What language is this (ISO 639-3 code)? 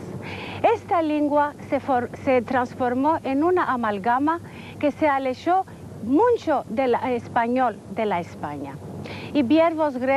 lad